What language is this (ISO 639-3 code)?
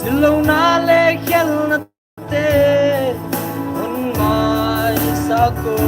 pck